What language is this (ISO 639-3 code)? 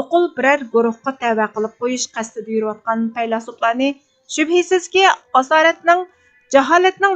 uig